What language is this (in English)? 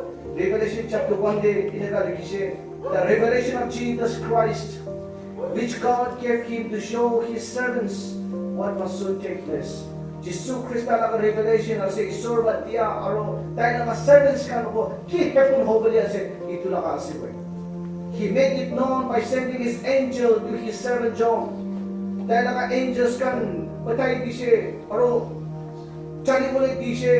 Naga Pidgin